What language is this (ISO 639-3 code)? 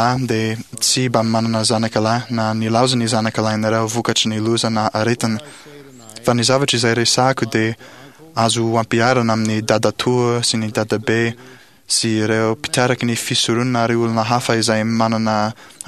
mlg